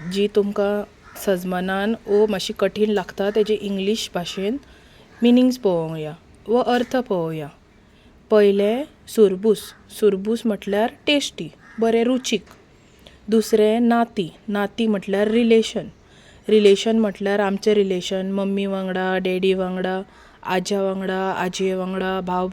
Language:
Konkani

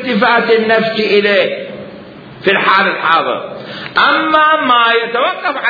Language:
Mesopotamian Arabic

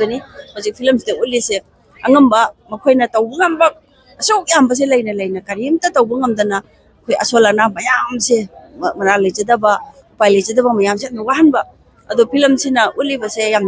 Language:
Manipuri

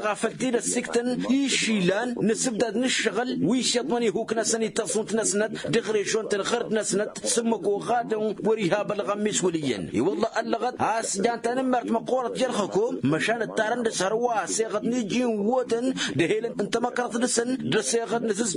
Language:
Tamasheq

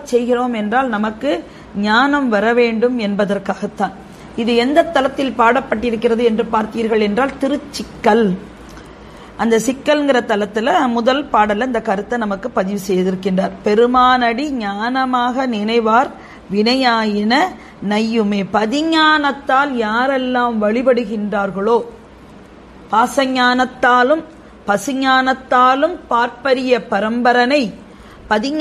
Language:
Tamil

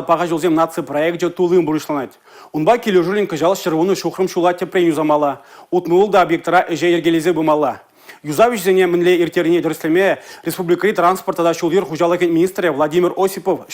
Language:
Chuvash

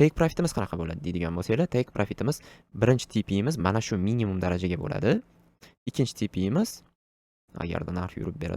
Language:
Uzbek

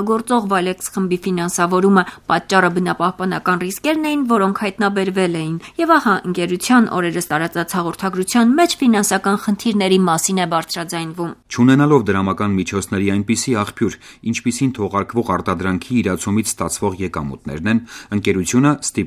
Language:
Armenian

